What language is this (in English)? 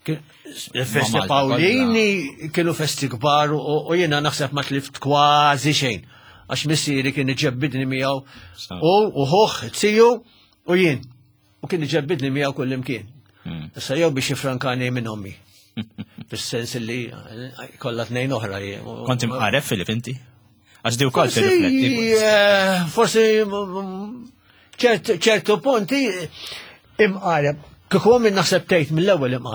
Maltese